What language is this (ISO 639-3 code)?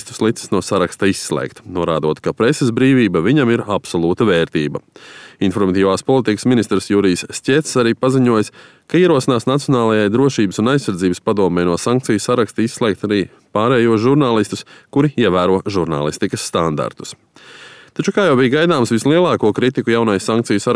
lav